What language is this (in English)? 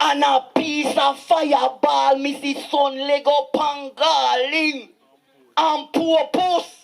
Jamaican Creole English